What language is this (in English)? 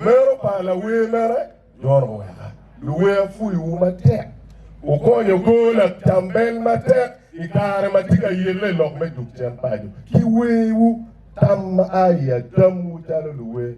Acoli